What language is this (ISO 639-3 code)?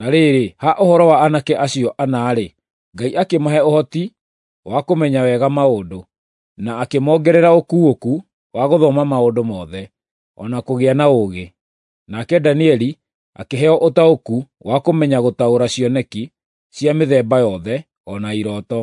kik